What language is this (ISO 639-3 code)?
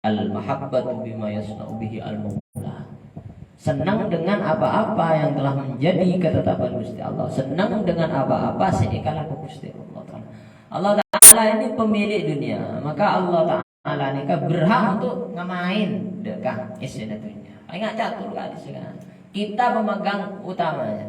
mad